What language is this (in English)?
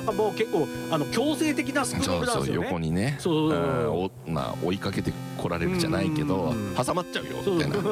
Japanese